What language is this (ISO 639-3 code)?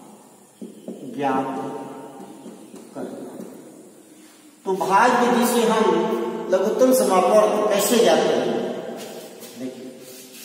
hin